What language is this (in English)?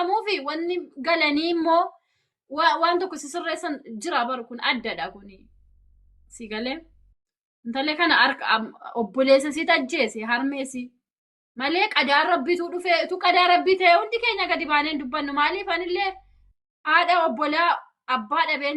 Oromo